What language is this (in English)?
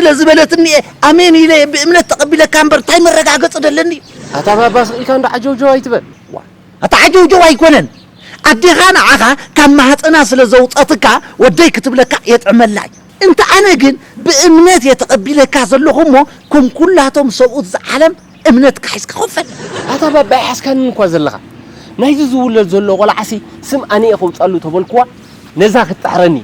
Tigrinya